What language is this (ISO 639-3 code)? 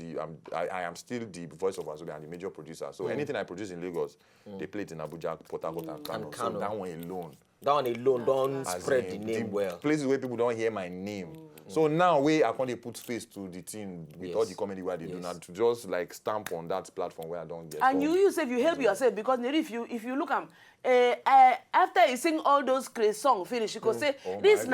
pcm